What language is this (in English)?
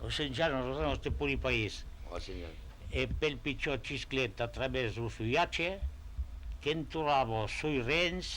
Occitan